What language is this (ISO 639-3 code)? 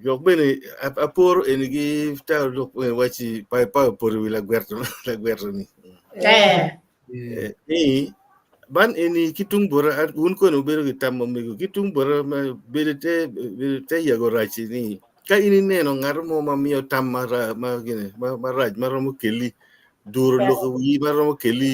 ach